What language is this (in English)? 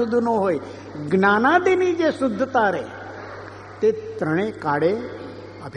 Gujarati